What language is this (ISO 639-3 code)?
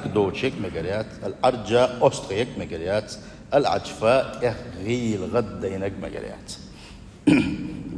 che